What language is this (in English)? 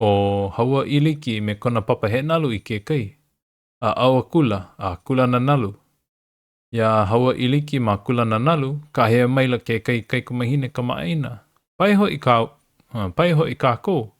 Hawaiian